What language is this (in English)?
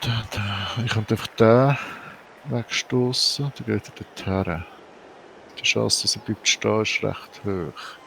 Swiss German